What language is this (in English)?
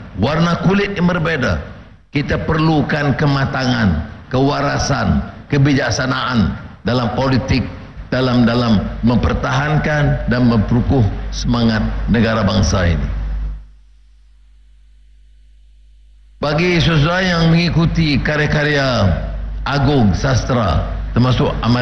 Malay